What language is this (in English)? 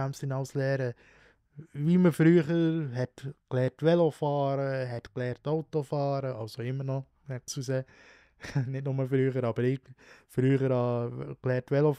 Swiss German